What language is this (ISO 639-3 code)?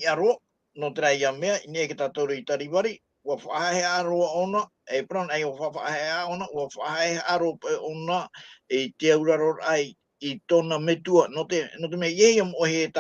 tah